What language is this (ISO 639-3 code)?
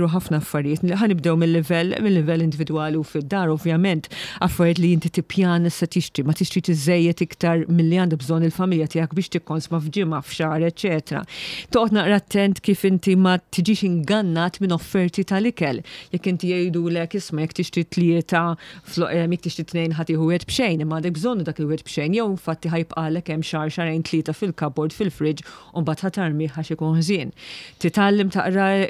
mlt